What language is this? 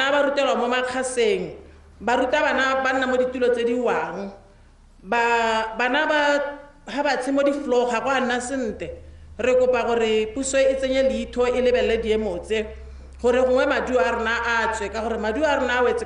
Tswana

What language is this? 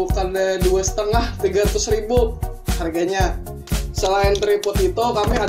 Banjar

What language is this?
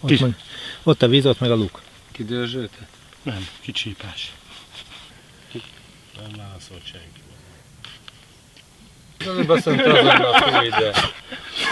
Hungarian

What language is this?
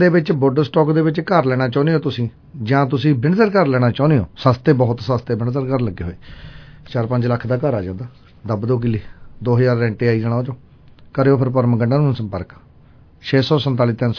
Punjabi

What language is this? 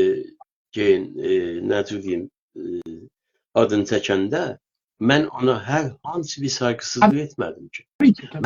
South Azerbaijani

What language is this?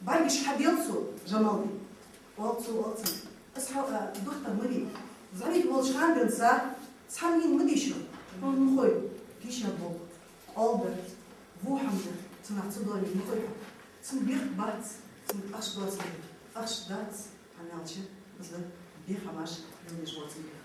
Ingush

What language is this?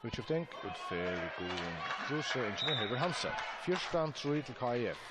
Faroese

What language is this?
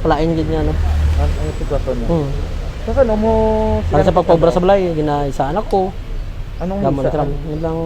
Hiligaynon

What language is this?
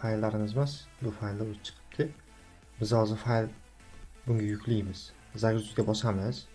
Uzbek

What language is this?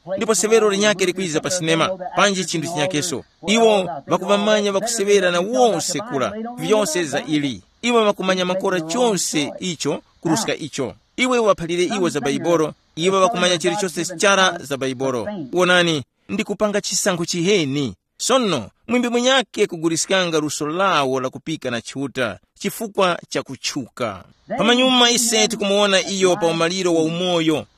Tumbuka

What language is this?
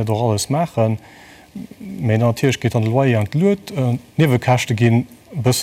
Luxembourgish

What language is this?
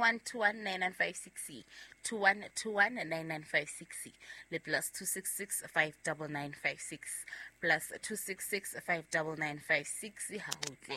Southern Sotho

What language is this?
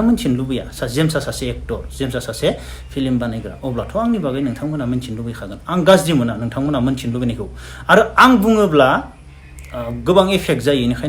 Bodo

